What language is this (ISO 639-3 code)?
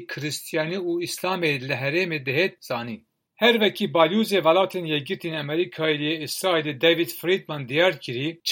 kur